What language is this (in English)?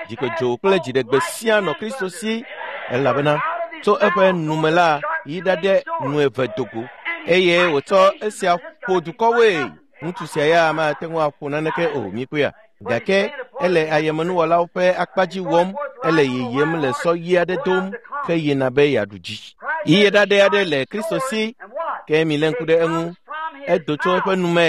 Ewe